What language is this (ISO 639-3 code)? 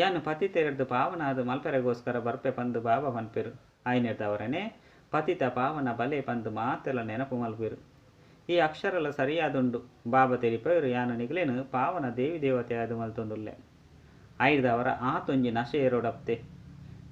tcy